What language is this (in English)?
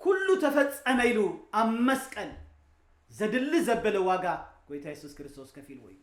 Tigrinya